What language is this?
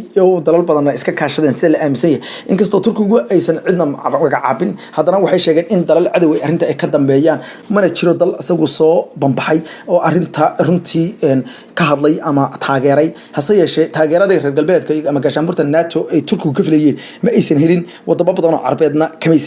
Somali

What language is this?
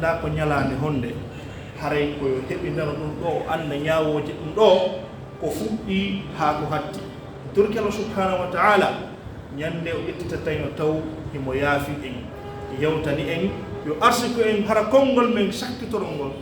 Pular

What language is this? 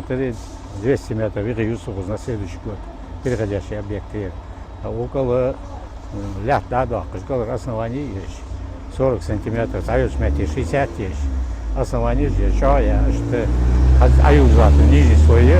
Ingush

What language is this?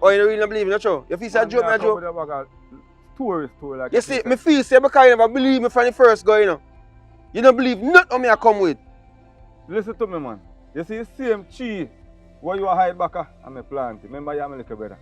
Jamaican Creole English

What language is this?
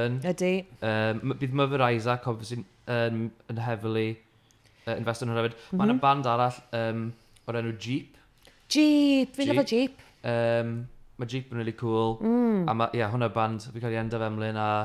Welsh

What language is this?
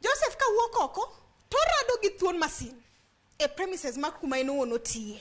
Luo (Kenya and Tanzania)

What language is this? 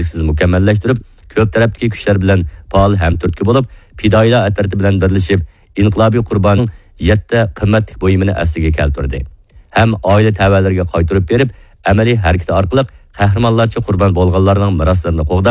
Uyghur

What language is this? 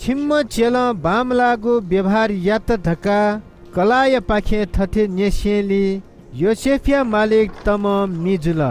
Newari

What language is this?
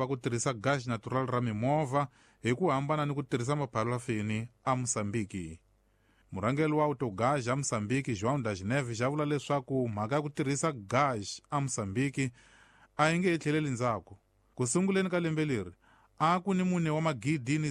Tsonga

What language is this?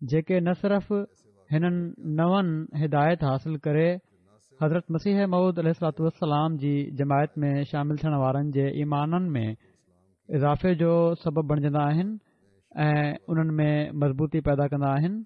Sindhi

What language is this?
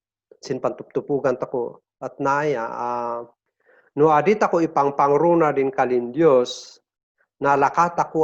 Kankanaey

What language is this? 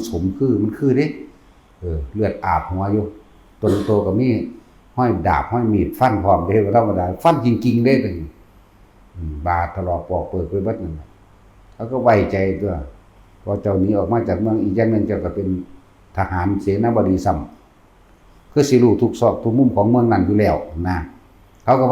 Northeastern Thai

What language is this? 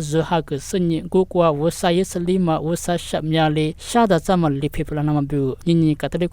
Lisu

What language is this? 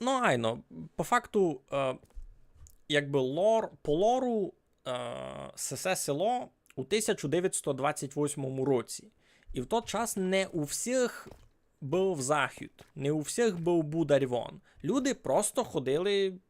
Rusyn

